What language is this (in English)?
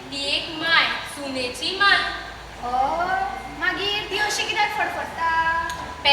Konkani